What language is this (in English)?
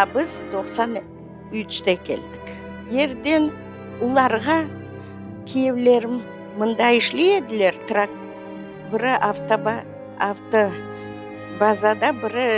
Crimean Tatar